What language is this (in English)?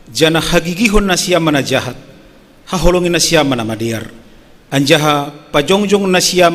Batak Simalungun